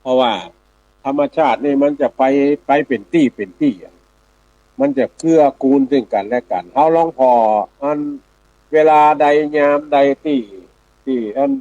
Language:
Northern Thai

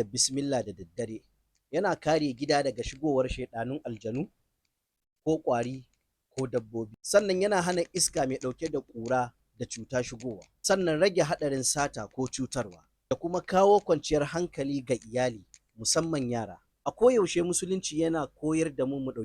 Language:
Hausa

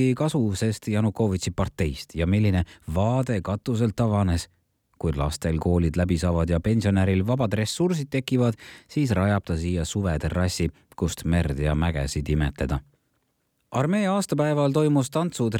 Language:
Estonian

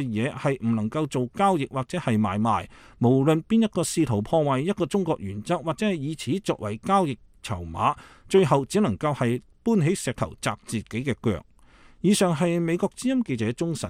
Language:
Cantonese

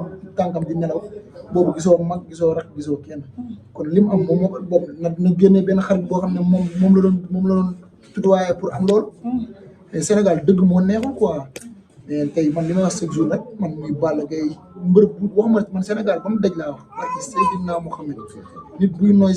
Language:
Wolof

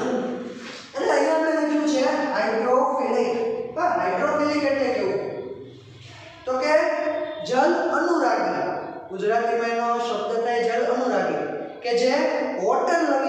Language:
Gujarati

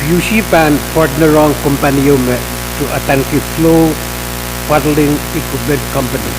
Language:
Pohnpeian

